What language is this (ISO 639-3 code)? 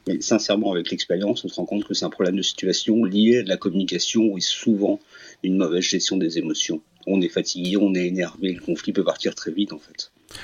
fra